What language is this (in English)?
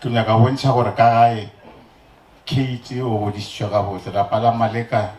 Northern Sotho